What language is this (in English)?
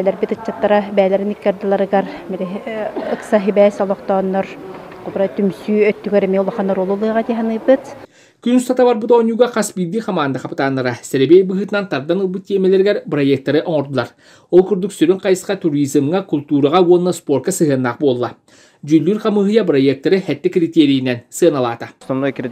Yakut